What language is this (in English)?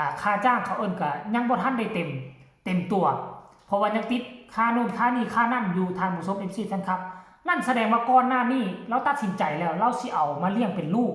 Northeastern Thai